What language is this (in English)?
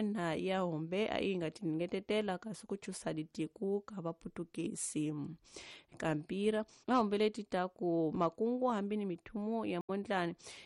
Tsonga